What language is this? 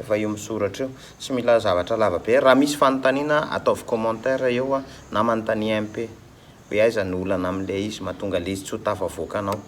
Malagasy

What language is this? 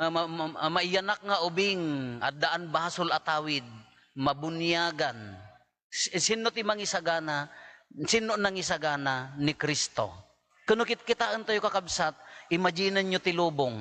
Iloko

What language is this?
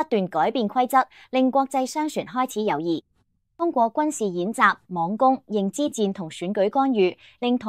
Cantonese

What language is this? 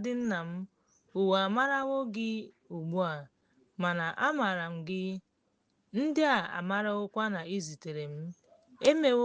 Igbo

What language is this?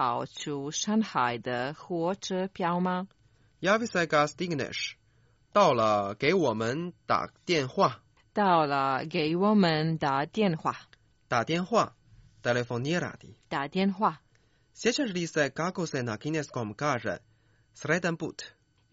Croatian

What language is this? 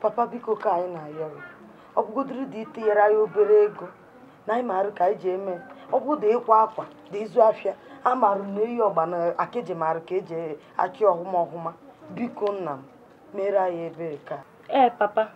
Igbo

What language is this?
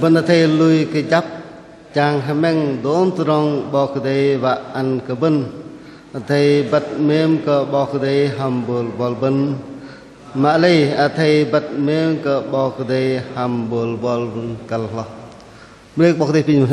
Bahnar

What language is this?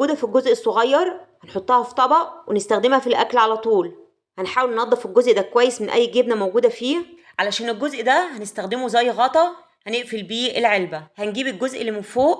Egyptian Arabic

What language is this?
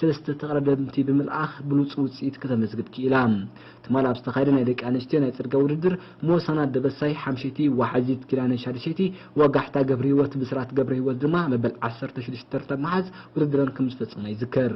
Tigrinya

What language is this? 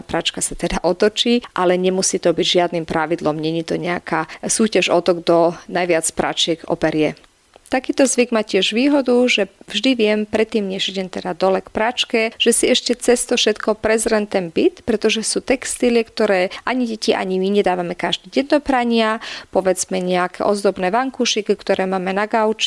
Slovak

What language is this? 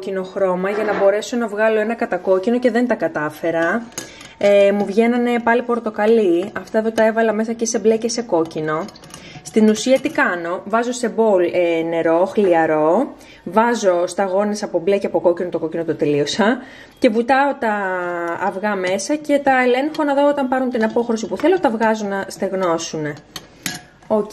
Greek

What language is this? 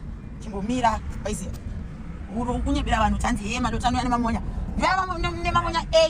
Shona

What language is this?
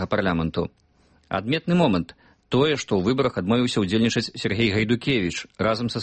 Belarusian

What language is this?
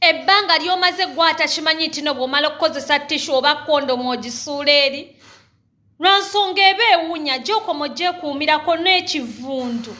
Ganda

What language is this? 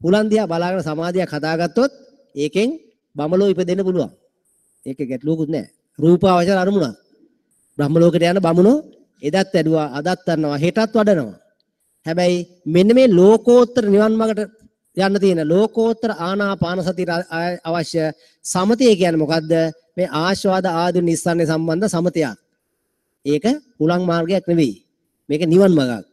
Sinhala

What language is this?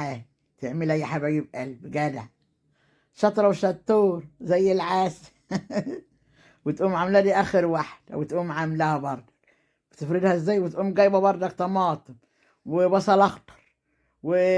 Egyptian Arabic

